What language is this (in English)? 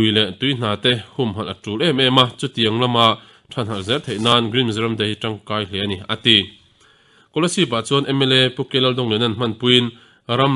Mizo